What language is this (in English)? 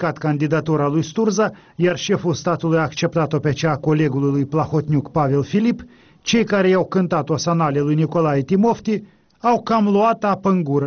Romanian